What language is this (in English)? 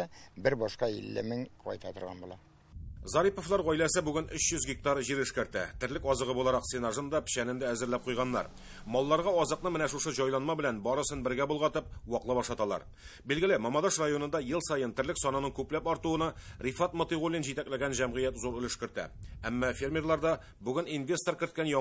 Tatar